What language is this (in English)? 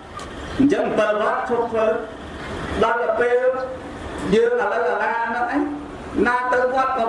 Khmer